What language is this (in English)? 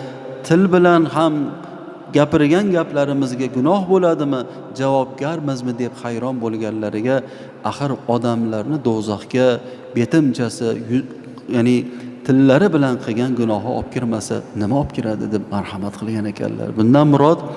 Uzbek